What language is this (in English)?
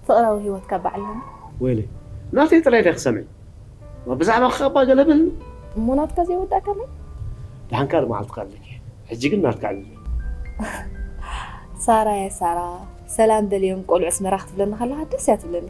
Tigrinya